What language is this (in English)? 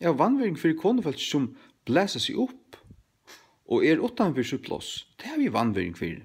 Faroese